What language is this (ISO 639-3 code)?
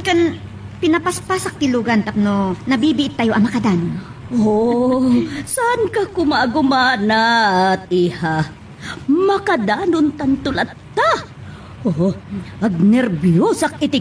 ilo